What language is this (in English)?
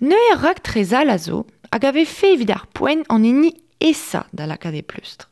Breton